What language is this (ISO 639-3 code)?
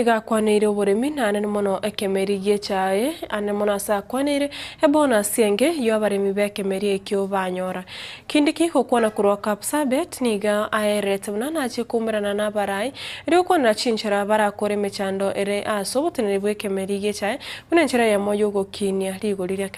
guz